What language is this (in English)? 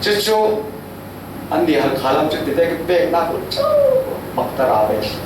Falam Chin